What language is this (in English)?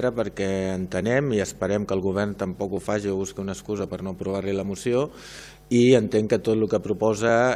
Catalan